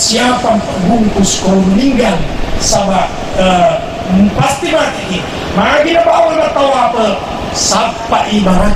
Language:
Buginese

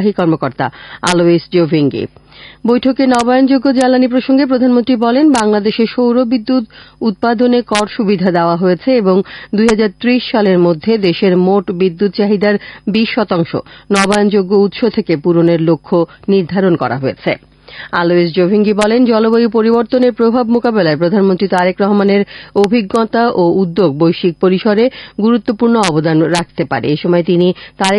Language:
Bangla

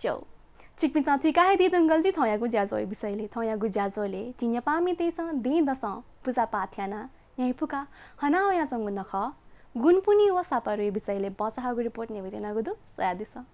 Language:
Newari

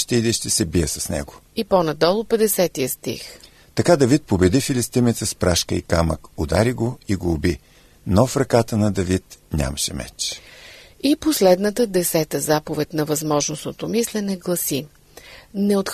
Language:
Bulgarian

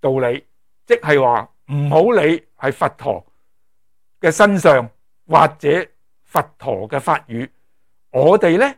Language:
Cantonese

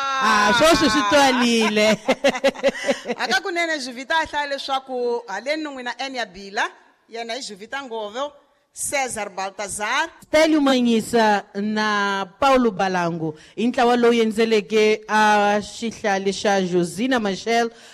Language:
Tsonga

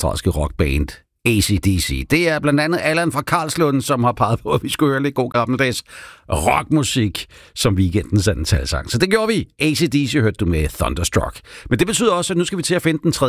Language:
Danish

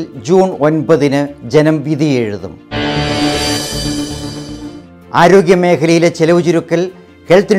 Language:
Malayalam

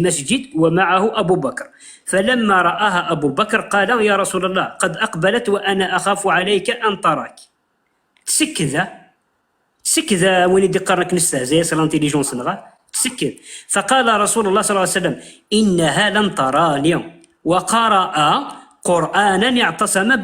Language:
Kabyle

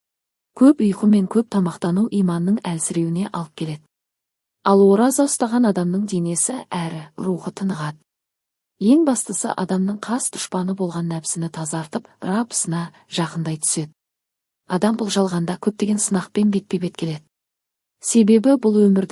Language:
Kazakh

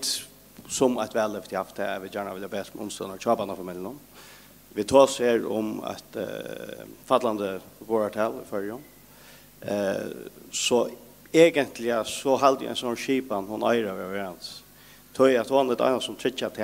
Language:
Faroese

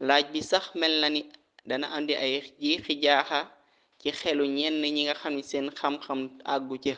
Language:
Wolof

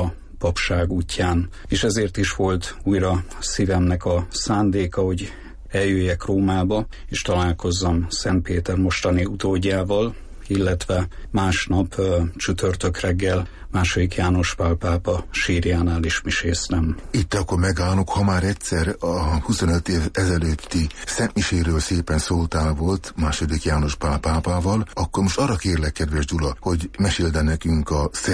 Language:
Hungarian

